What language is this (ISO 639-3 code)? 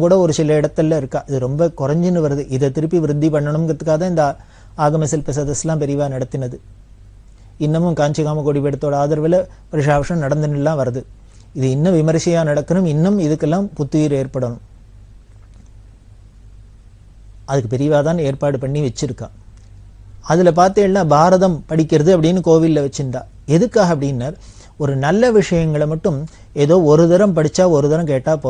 tam